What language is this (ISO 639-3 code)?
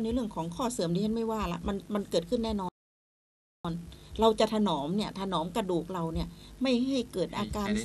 tha